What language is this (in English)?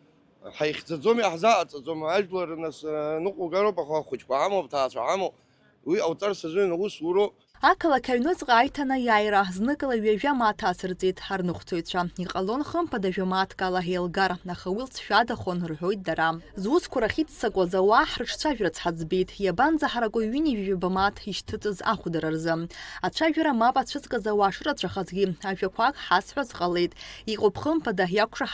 Abkhazian